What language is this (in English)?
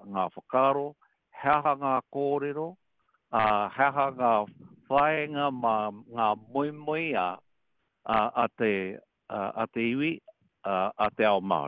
Māori